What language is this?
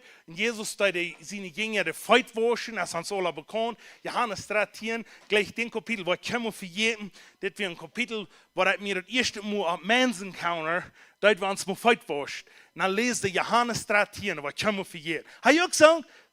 Plautdietsch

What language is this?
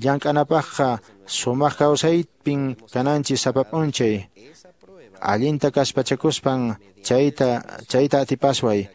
Quechua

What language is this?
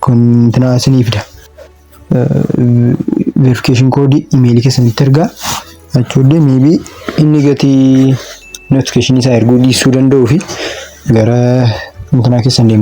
Oromo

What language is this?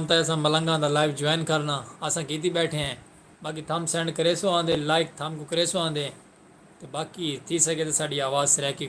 Saraiki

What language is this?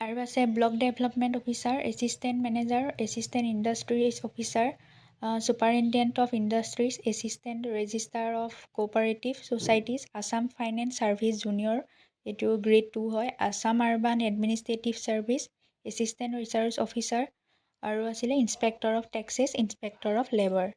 Assamese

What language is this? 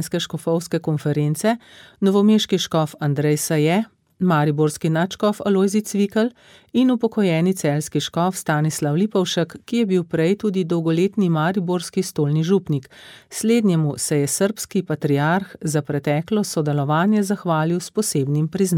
Slovenian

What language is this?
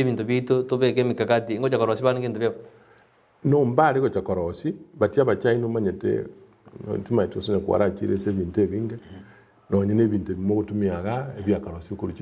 Gusii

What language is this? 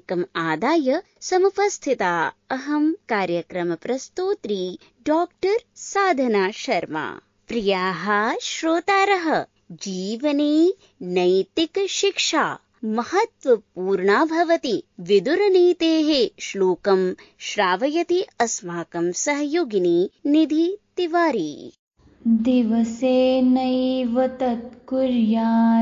Sanskrit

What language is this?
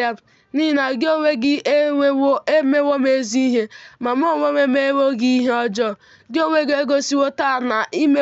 Igbo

